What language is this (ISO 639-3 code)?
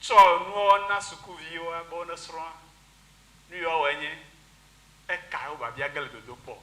ewe